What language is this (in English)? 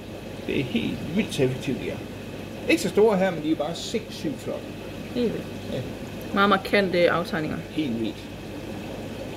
Danish